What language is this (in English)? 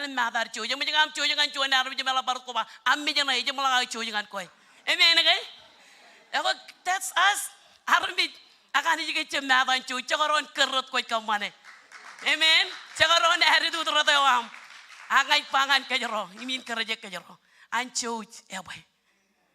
Marshallese